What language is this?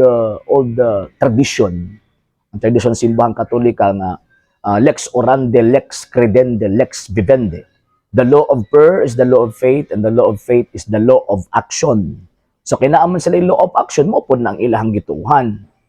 Cebuano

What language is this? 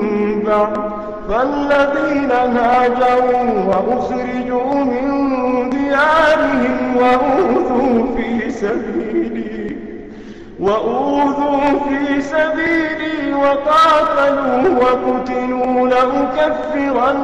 Arabic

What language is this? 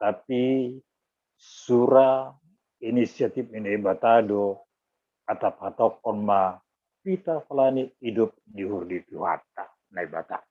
Batak Simalungun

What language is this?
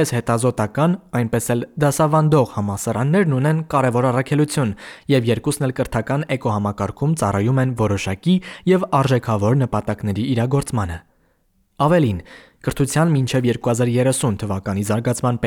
Armenian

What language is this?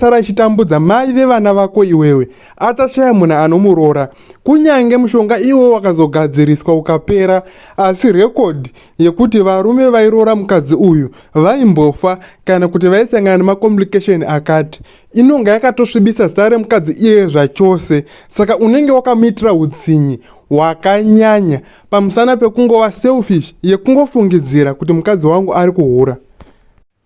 Shona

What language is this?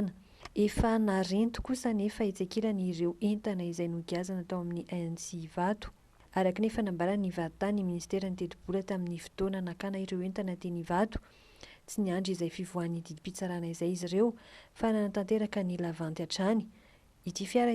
Malagasy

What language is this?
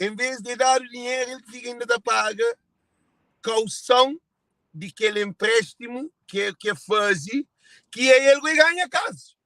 Kabuverdianu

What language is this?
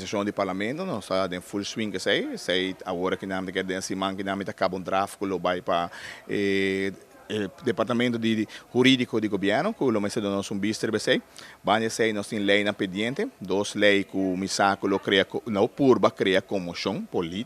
Papiamento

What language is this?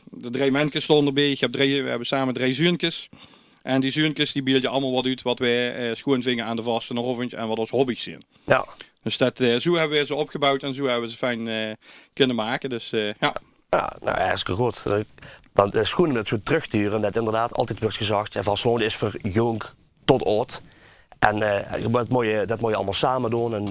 Limburgish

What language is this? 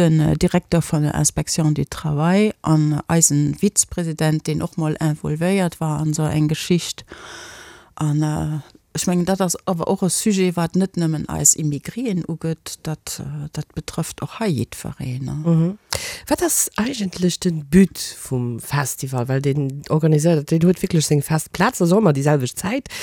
Luxembourgish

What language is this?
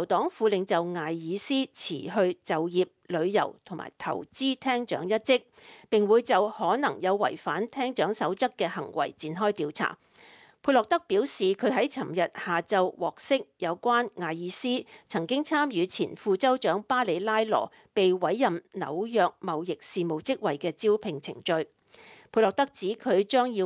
Cantonese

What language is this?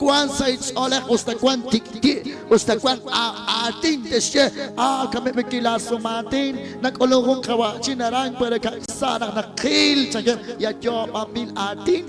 Kekchí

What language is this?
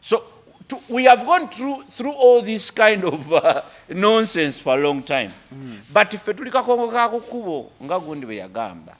Ganda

